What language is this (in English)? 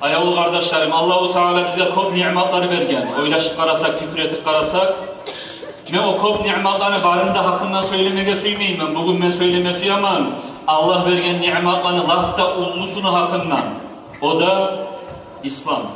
Kumyk